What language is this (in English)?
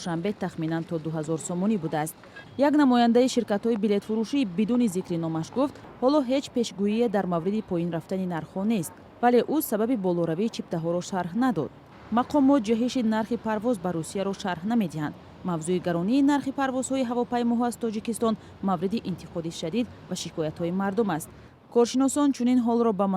Tajik